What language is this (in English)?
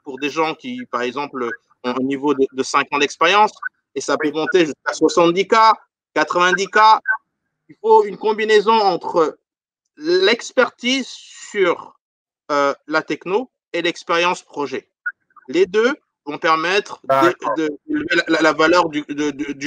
French